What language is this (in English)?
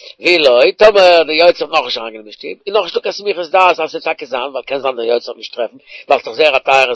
Yiddish